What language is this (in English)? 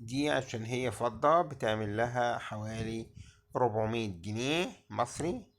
Egyptian Arabic